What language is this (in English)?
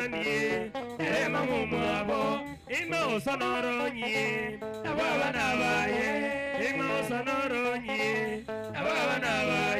Gusii